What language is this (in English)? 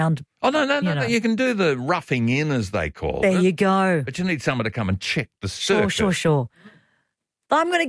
English